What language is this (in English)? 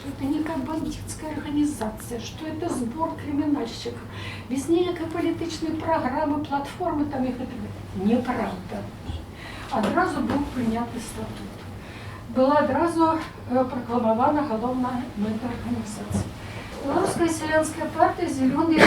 Belarusian